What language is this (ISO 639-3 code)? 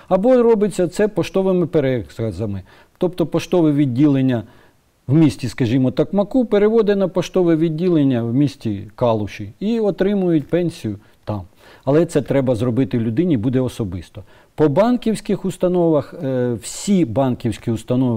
ukr